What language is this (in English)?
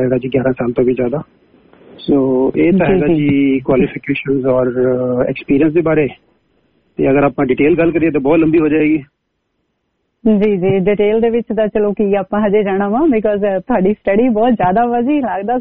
Punjabi